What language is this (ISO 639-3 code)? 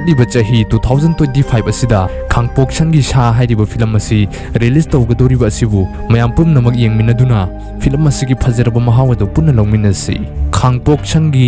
mni